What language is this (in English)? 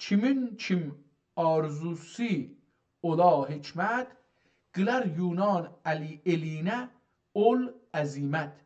South Azerbaijani